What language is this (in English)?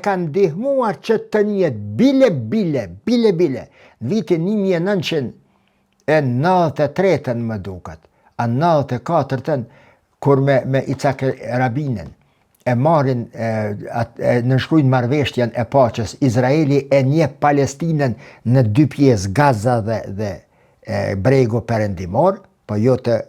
Albanian